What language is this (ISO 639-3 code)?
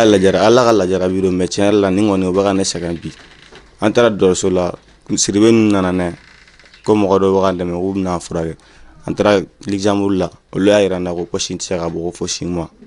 bam